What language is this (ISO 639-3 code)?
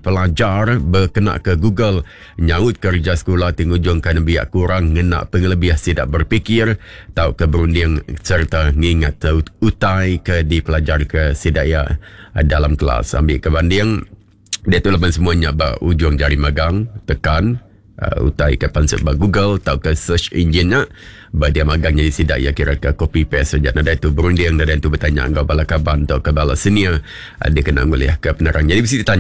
iba